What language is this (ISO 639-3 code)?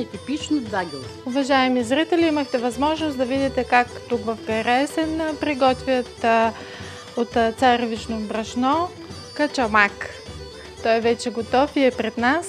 bul